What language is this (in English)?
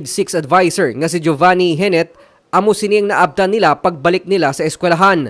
Hiligaynon